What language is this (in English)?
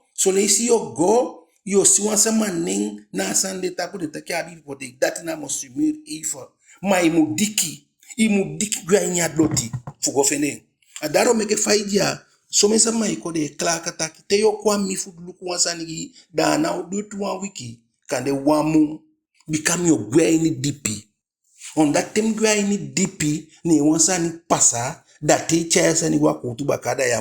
Eastern Maroon Creole